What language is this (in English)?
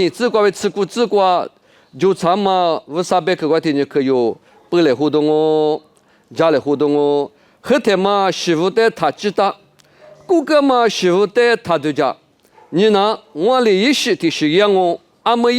Lisu